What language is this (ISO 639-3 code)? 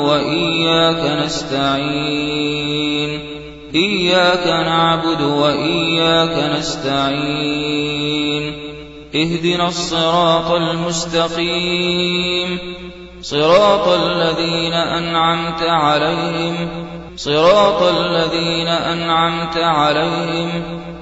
ara